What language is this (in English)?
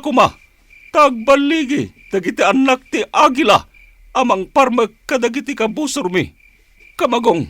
Iloko